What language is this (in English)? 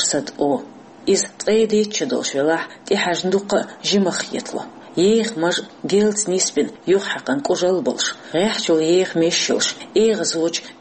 Chechen